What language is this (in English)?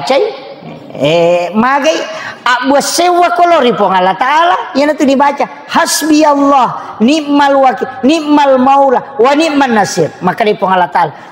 Buginese